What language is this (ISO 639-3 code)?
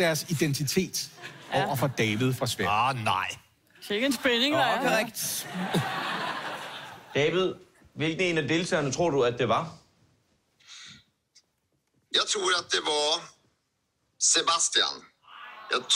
dan